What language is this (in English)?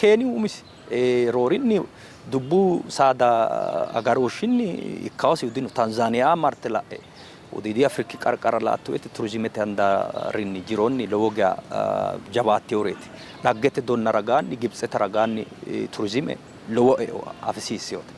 Sidamo